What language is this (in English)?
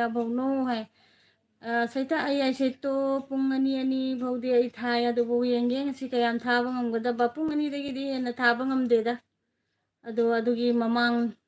Manipuri